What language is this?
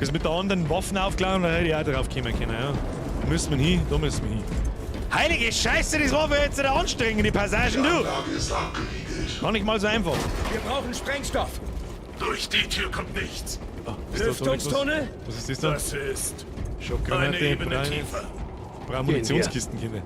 Bavarian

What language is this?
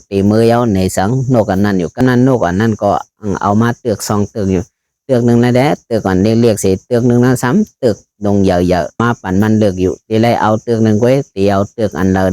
Shan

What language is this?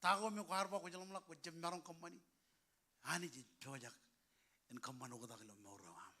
Marshallese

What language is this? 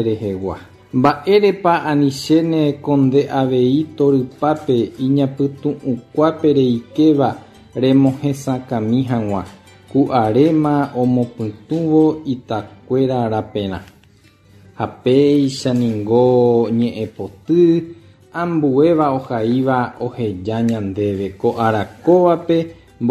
Guarani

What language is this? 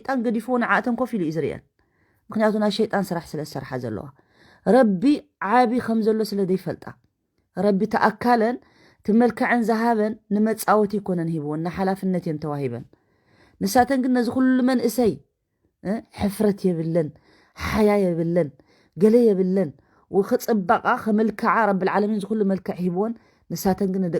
Tigrinya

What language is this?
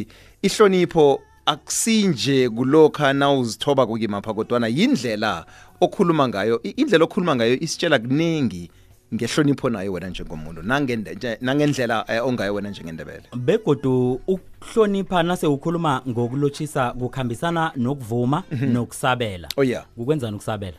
South Ndebele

